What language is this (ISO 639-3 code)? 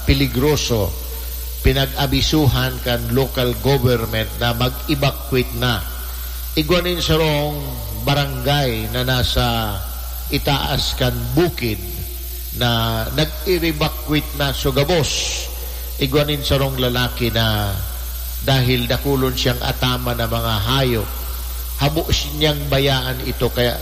bik